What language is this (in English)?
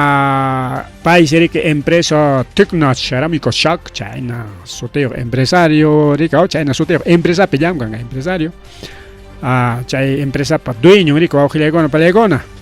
Ayacucho Quechua